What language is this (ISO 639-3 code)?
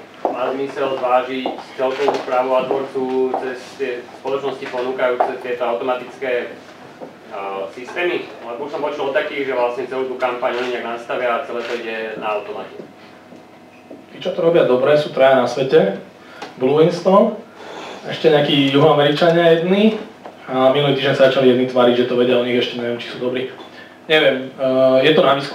slk